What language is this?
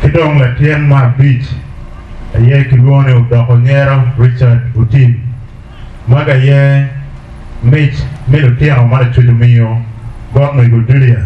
Acoli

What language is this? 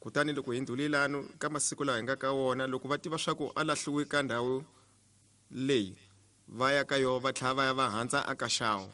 Tsonga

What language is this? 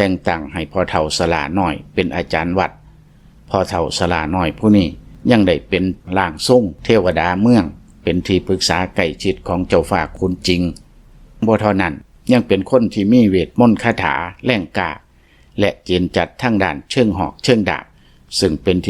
Lao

